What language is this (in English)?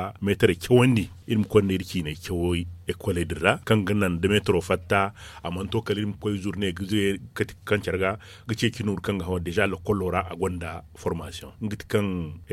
Zarma